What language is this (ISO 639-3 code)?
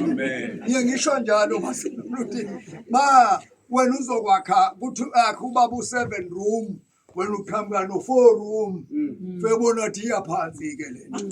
zul